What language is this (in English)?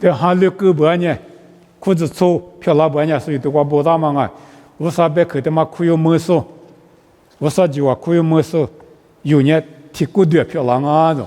Lisu